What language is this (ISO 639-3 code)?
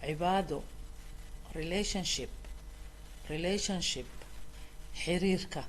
som